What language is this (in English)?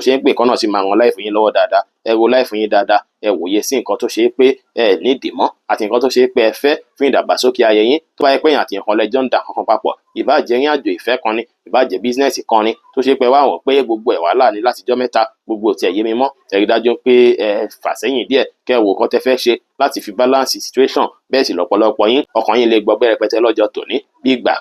Yoruba